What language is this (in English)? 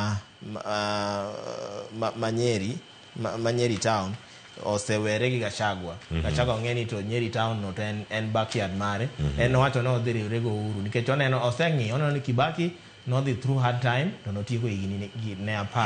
Luo (Kenya and Tanzania)